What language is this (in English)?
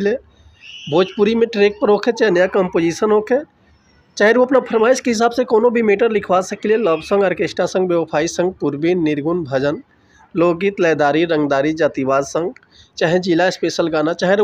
Bhojpuri